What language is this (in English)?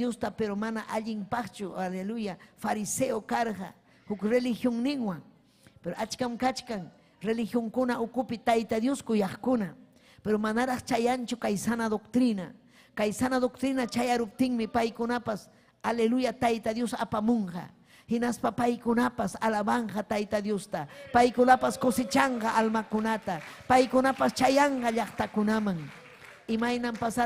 Ayacucho Quechua